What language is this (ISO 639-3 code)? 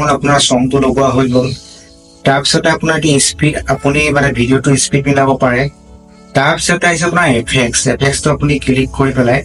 asm